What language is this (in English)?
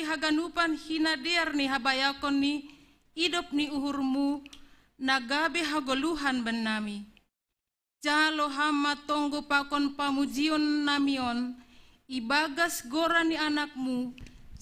Batak Simalungun